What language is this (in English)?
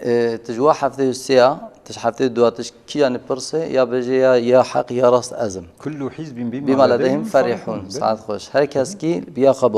Kurdish